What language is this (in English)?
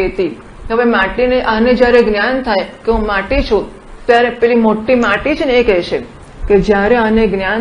Gujarati